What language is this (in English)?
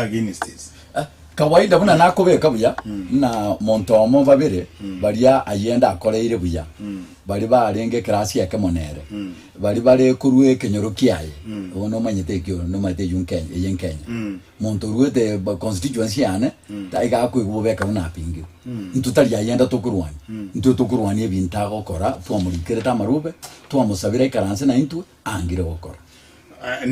Gusii